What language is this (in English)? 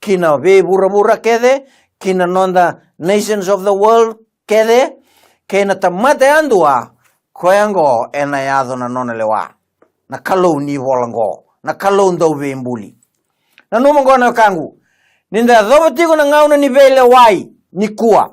Fijian